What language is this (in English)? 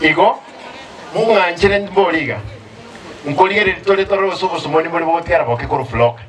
Gusii